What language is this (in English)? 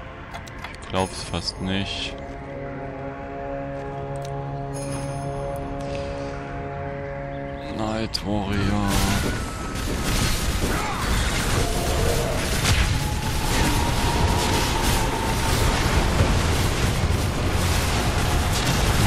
German